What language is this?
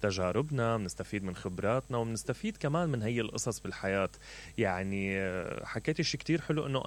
Mesopotamian Arabic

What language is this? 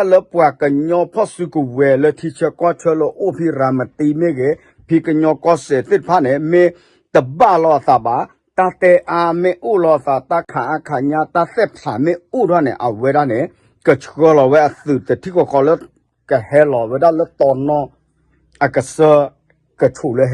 S'gaw Karen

